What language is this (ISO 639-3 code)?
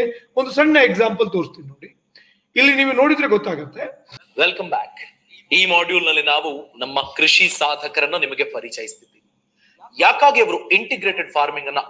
kan